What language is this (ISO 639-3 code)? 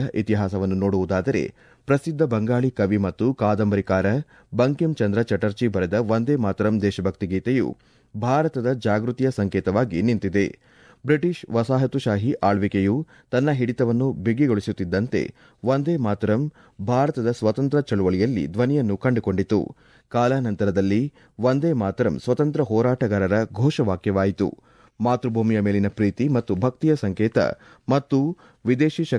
kan